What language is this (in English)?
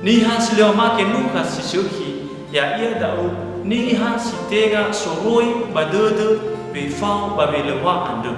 Nias